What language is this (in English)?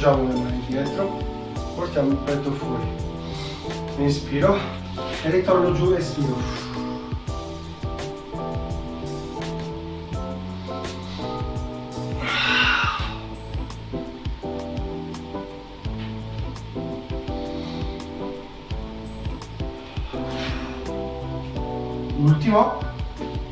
Italian